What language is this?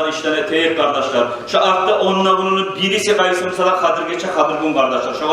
Kumyk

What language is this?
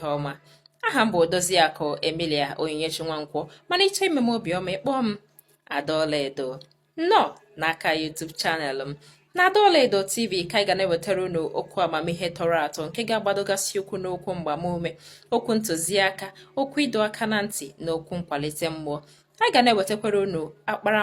Igbo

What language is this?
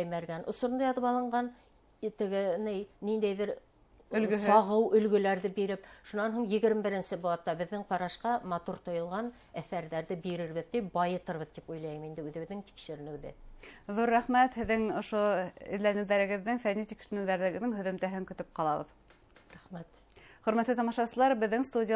Bashkir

